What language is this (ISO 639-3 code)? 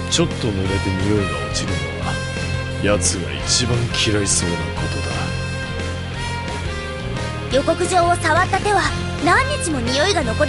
jpn